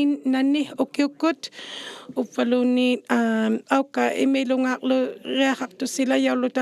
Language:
Inuktitut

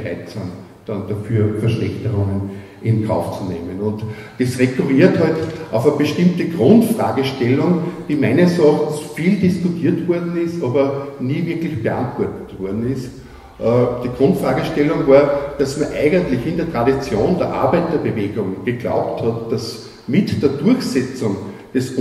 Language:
German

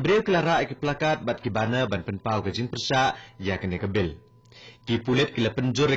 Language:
Khasi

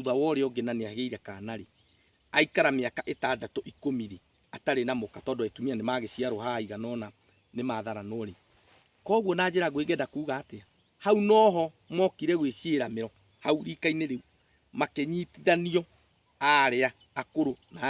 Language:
Kikuyu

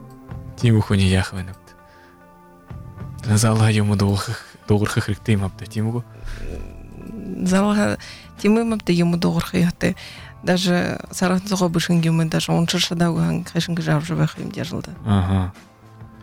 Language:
Buriat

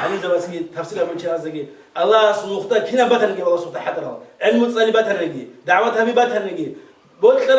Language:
Avaric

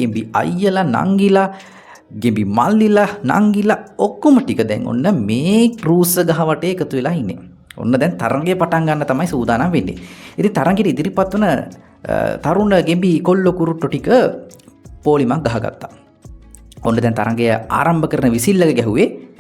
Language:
Sinhala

